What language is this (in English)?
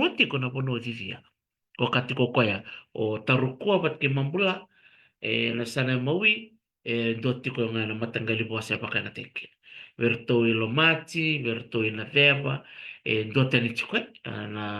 Fijian